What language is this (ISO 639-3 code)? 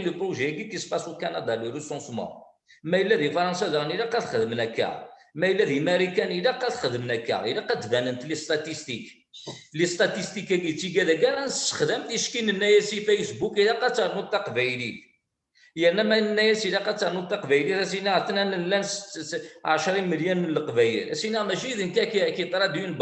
kab